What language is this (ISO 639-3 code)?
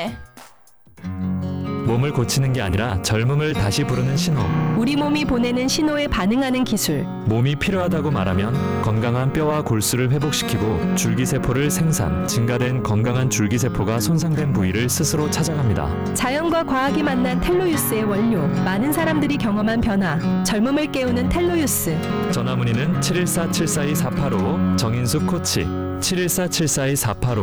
kor